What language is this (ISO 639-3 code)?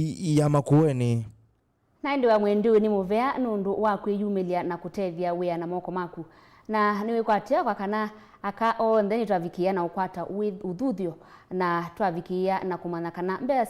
kam